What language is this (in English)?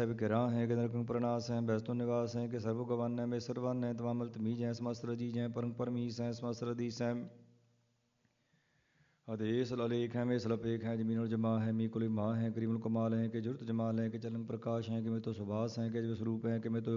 Punjabi